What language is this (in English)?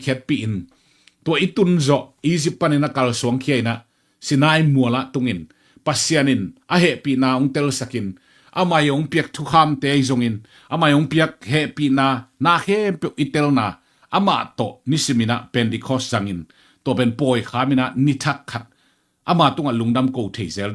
Tedim Chin